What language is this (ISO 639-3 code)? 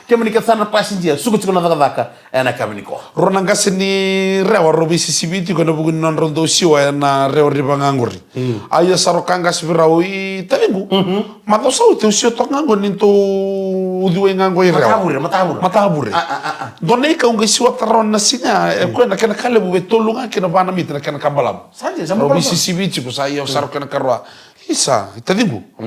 fij